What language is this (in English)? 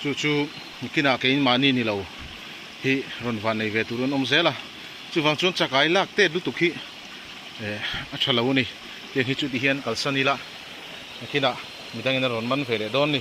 Mizo